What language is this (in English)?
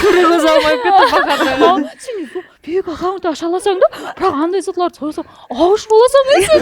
Kara-Kalpak